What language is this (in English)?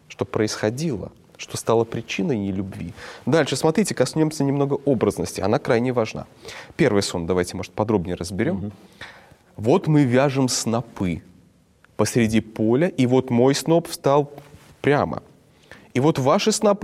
Russian